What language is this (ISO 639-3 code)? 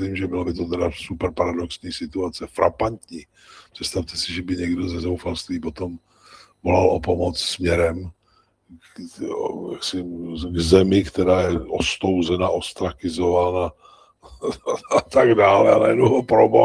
ces